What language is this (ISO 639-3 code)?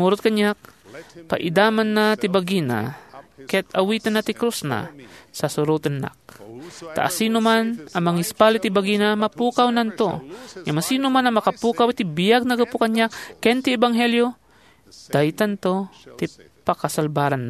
ilo